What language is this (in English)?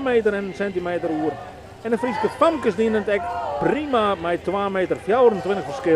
Western Frisian